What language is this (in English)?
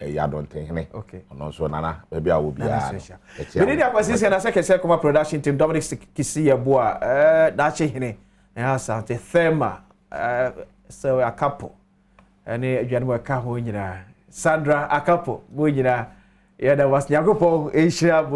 Akan